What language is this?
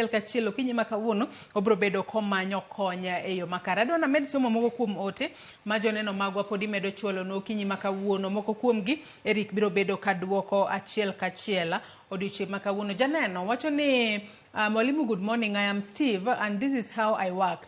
Luo (Kenya and Tanzania)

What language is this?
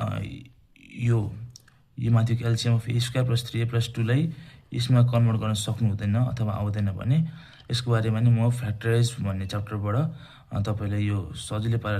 Nepali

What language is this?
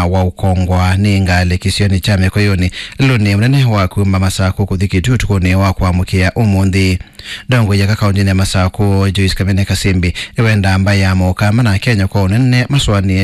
Kamba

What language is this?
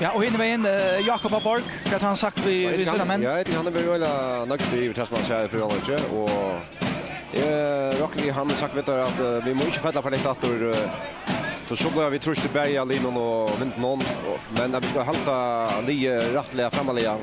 Faroese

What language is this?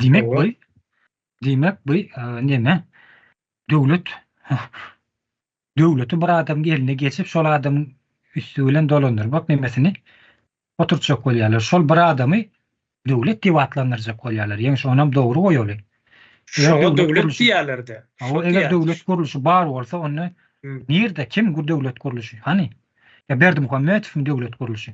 Turkmen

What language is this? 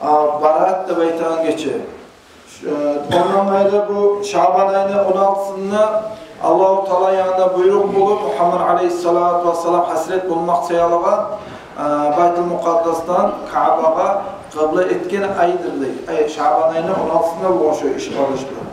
Kumyk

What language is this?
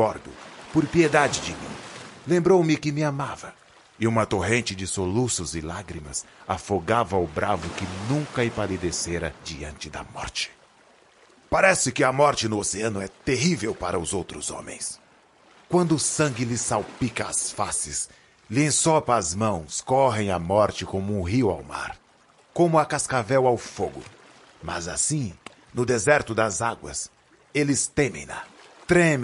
Portuguese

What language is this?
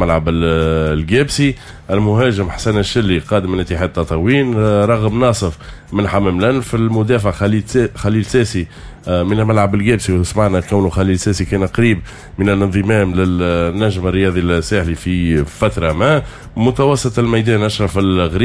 Tunisian Arabic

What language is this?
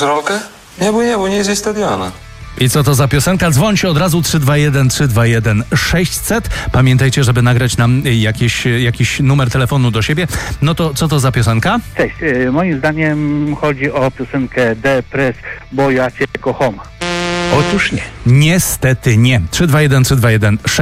Polish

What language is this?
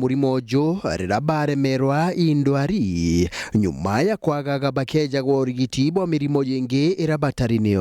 Meru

